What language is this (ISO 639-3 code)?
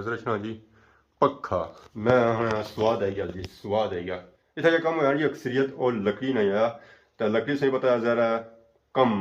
phr